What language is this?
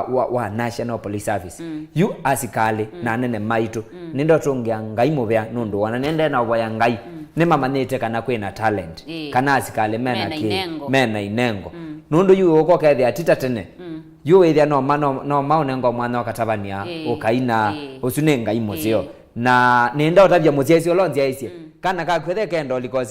Kamba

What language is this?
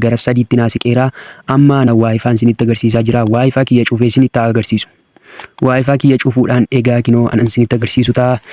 Oromo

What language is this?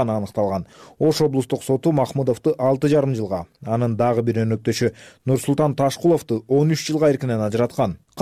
Kyrgyz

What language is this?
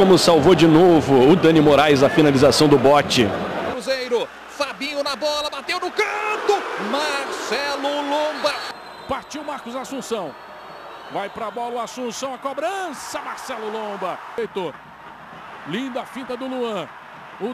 Portuguese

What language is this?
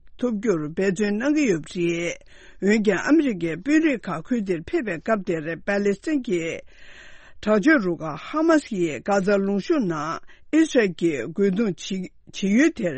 Tibetan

